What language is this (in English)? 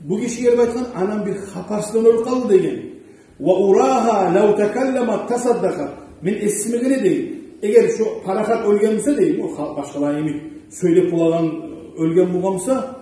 Kumyk